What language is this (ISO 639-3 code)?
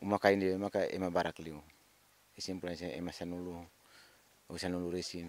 tet